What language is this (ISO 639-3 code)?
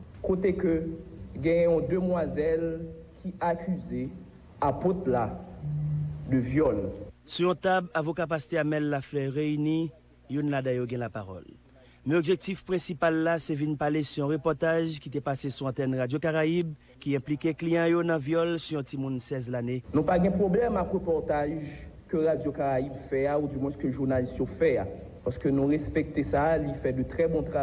hat